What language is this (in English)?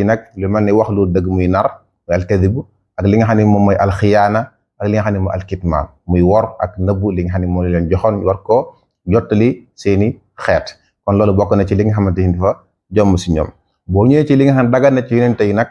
Wolof